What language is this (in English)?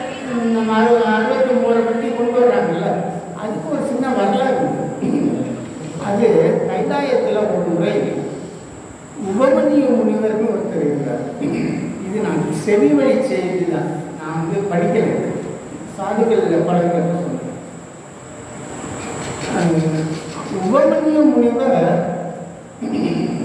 Tamil